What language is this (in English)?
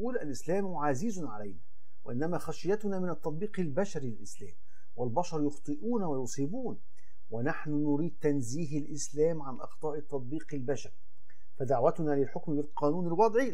Egyptian Arabic